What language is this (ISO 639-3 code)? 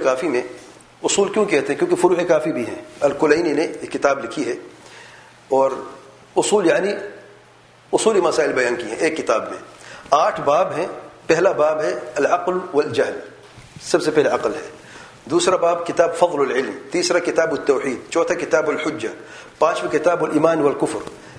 urd